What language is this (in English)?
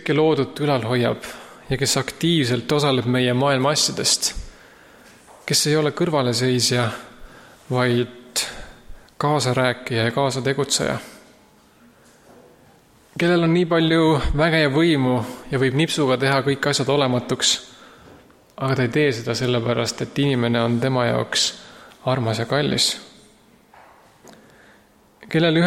Estonian